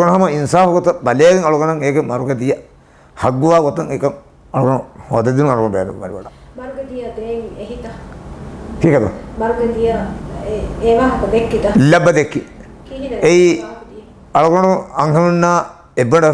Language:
Divehi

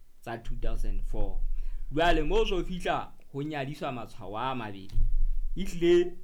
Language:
Southern Sotho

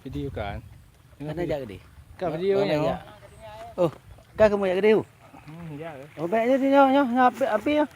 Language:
Achinese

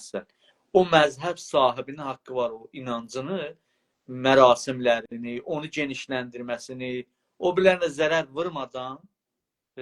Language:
South Azerbaijani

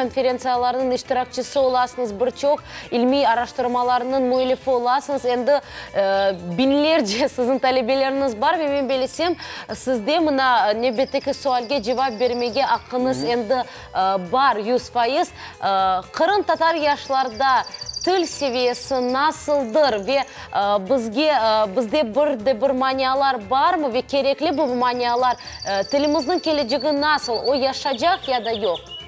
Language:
Crimean Tatar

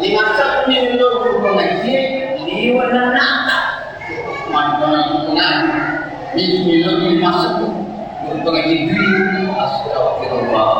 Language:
Buginese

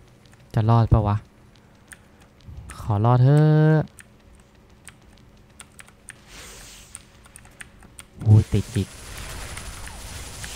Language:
Thai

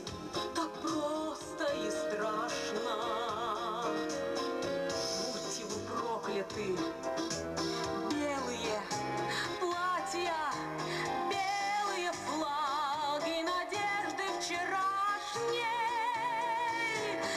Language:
Russian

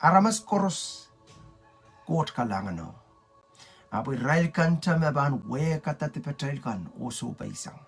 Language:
Pohnpeian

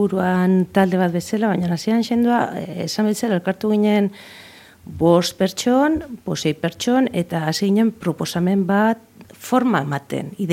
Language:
Basque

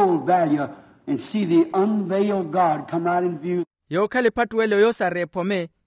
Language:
Makhuwa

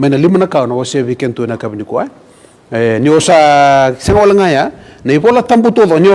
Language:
Fijian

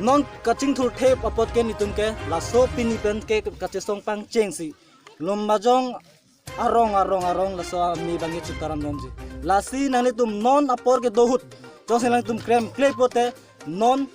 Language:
Karbi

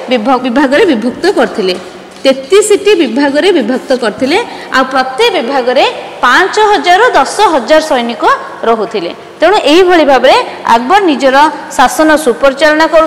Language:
Odia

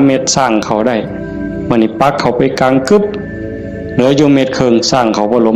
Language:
Northeastern Thai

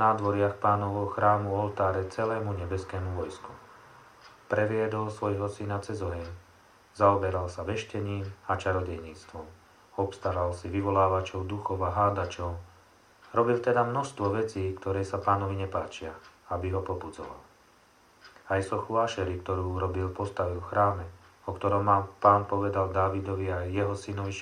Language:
Slovak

